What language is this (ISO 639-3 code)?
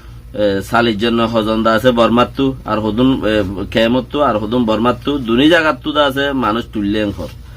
rhg